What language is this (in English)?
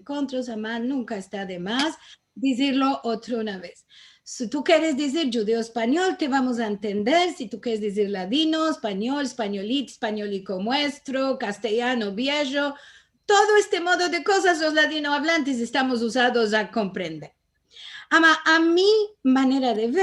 Ladino